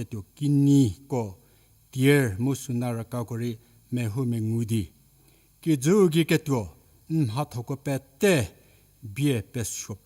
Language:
Angami Naga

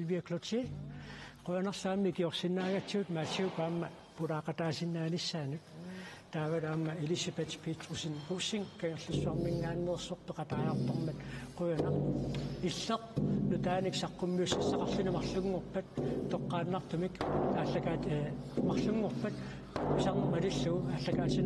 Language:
Kalaallisut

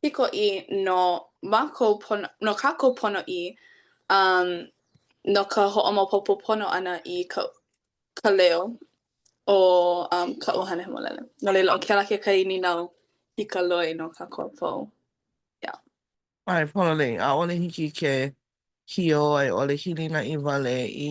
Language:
Hawaiian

